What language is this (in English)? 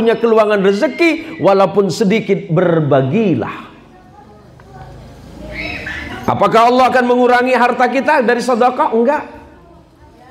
Indonesian